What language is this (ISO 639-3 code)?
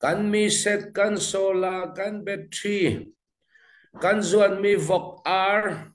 cfm